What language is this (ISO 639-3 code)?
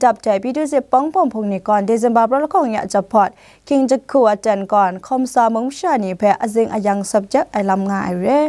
kac